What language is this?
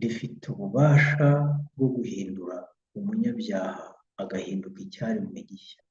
Kinyarwanda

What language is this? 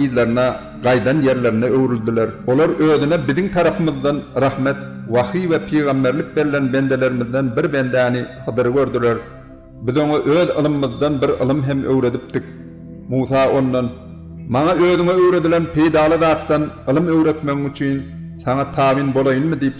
Turkmen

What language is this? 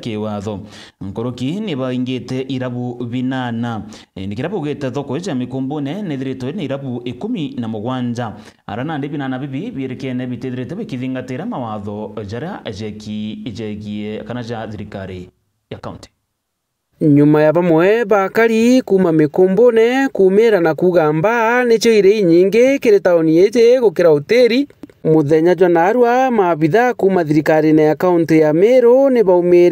Meru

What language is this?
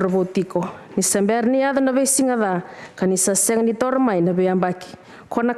Fijian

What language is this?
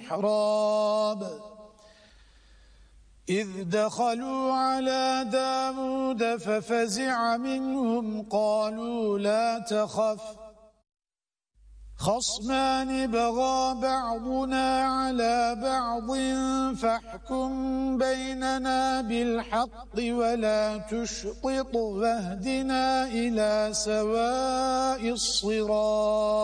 Arabic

